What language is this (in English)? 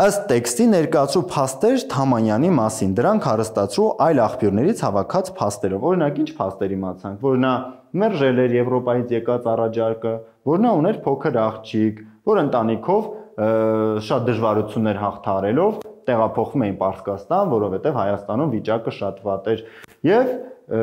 Armenian